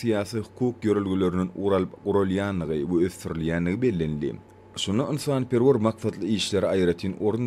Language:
Turkmen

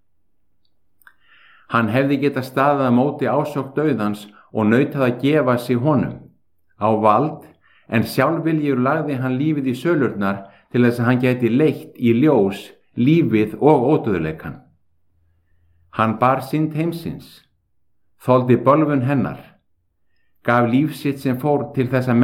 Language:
Icelandic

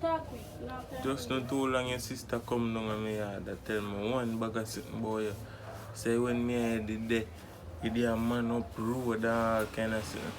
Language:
Jamaican Creole English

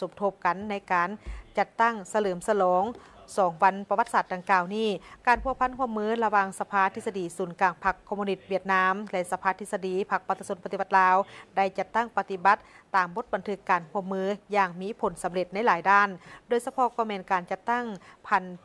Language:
Lao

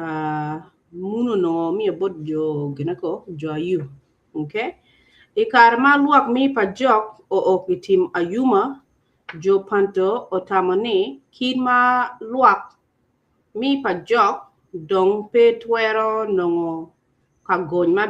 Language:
Acoli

